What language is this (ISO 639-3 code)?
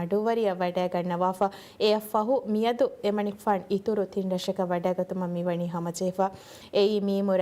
div